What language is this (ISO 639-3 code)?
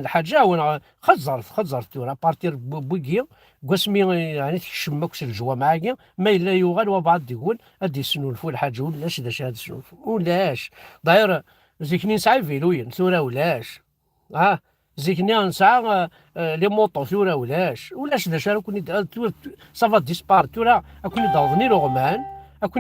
kab